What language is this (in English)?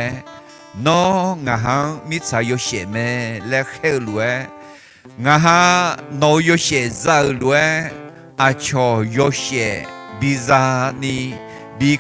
Akha